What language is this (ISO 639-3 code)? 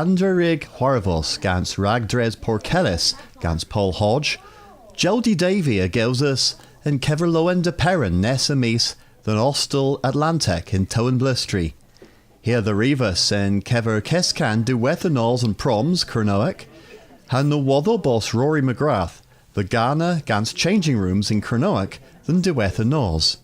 cor